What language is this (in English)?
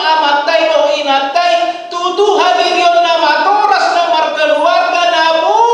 Batak Toba